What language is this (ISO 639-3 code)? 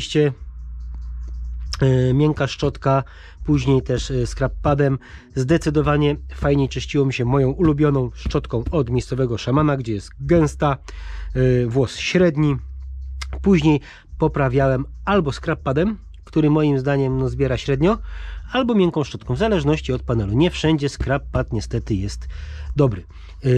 pol